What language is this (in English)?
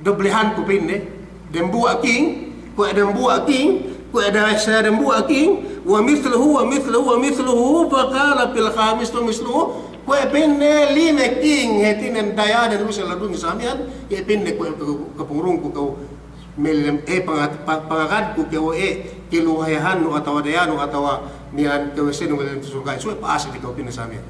Yakan